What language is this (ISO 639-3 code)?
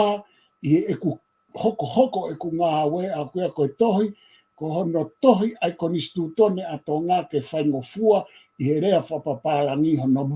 ton